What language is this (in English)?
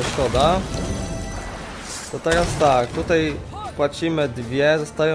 Polish